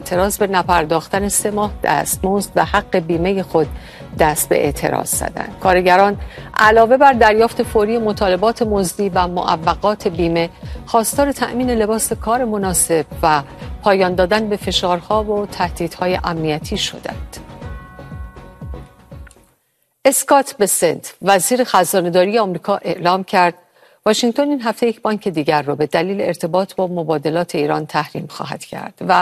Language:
Persian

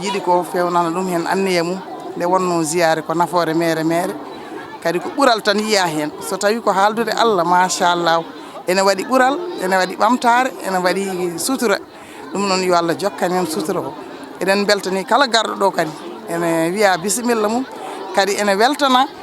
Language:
Fula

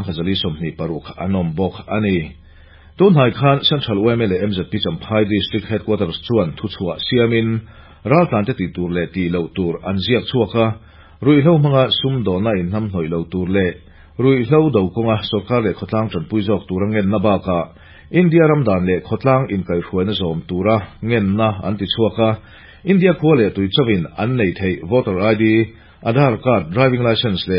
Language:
Mizo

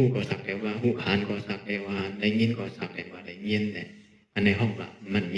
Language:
Shan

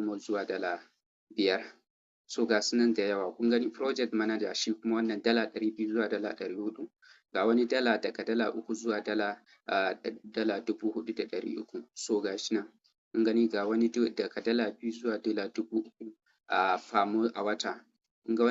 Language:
Hausa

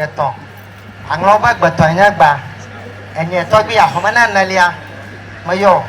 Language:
Ewe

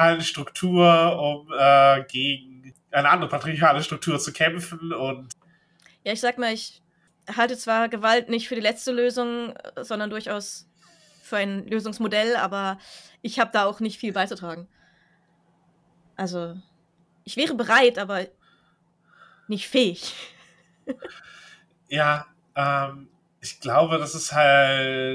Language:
German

